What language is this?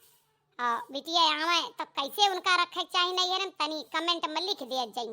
Awadhi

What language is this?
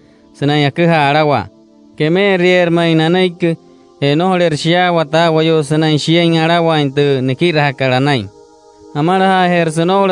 Wayuu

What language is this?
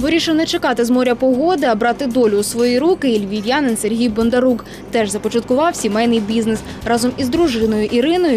Ukrainian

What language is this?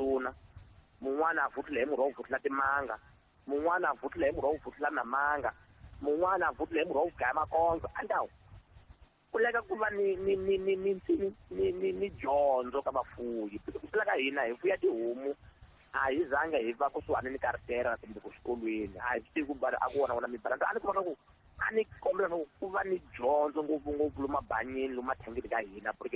Tsonga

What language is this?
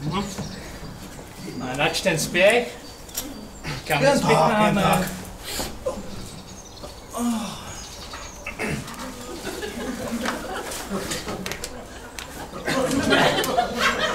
Czech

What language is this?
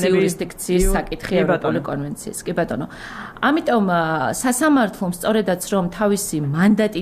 Georgian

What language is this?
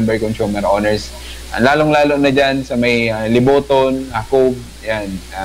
Bikol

